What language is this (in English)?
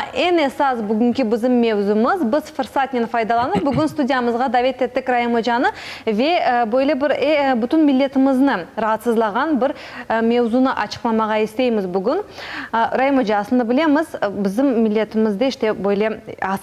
Crimean Tatar